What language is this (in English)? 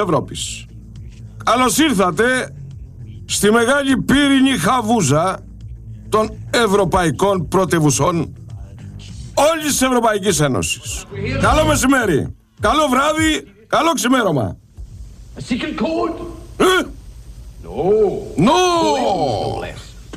Greek